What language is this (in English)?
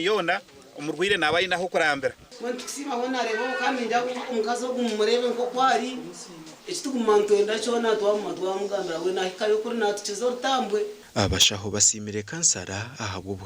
Nyankole